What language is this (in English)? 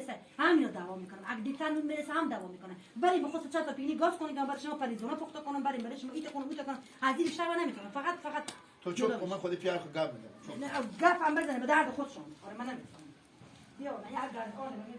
Persian